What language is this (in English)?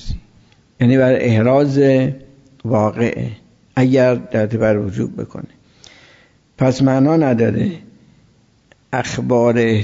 Persian